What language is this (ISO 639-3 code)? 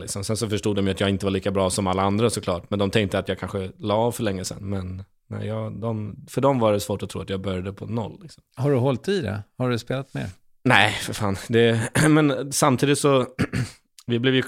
swe